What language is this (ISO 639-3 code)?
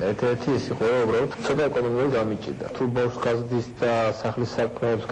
kat